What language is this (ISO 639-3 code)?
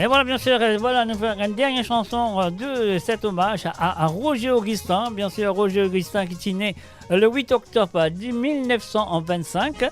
mfe